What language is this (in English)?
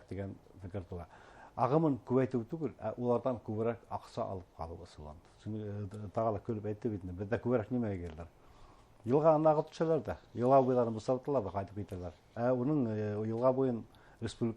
Bashkir